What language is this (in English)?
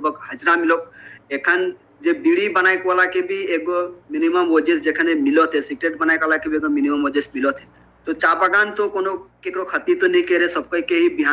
Sadri